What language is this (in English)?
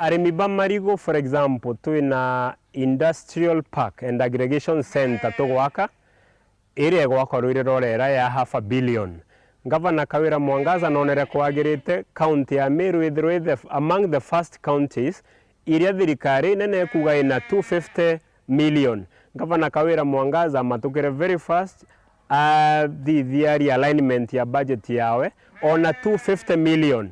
Meru